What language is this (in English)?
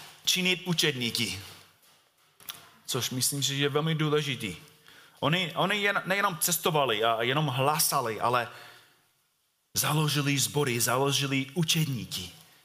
Czech